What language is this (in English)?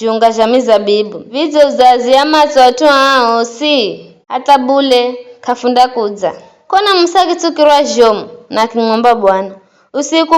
Giryama